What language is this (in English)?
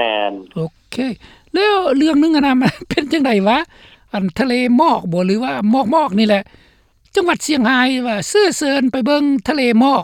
Lao